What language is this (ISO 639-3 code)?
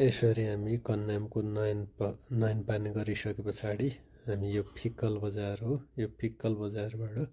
nep